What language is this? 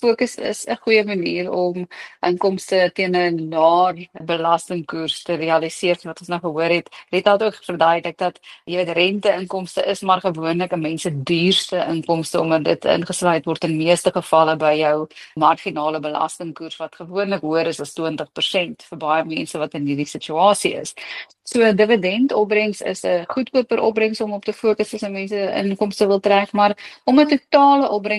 Afrikaans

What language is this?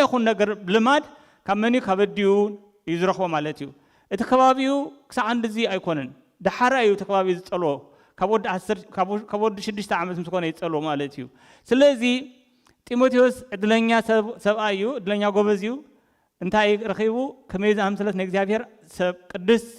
Tigrinya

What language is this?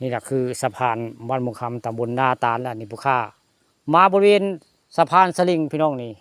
Northeastern Thai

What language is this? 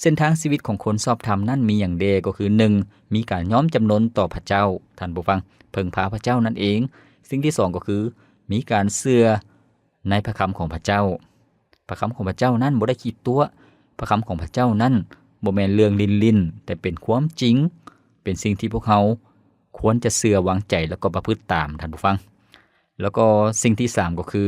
Lao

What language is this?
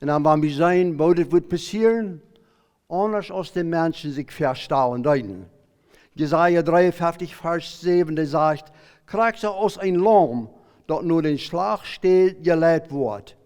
Plautdietsch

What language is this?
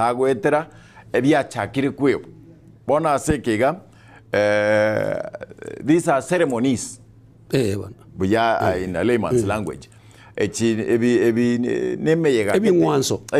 Gusii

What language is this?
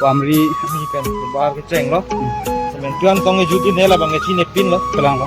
Karbi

